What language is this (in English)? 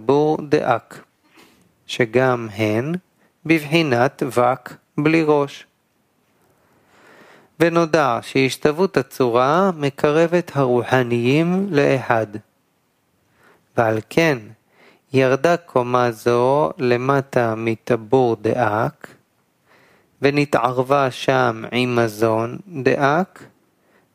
Hebrew